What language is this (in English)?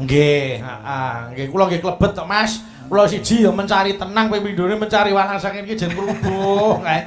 Javanese